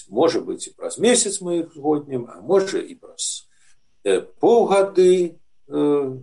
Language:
Belarusian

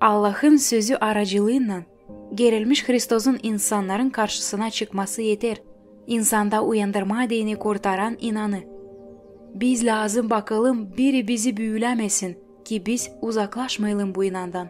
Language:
Gagauz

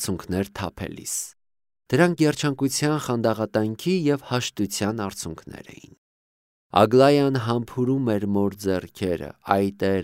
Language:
Armenian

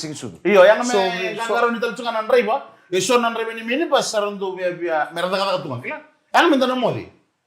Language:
Fijian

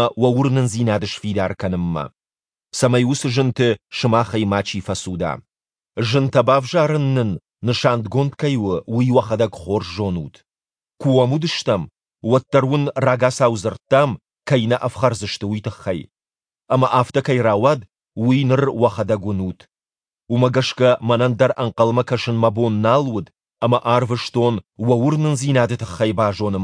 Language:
Ossetic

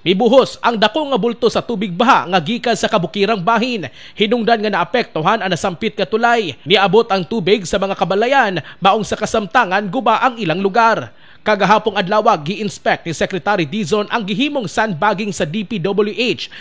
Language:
Cebuano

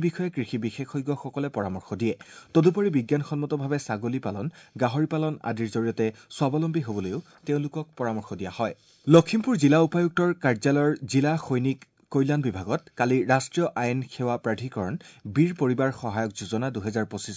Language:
Assamese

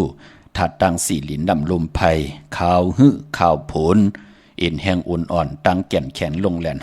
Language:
Shan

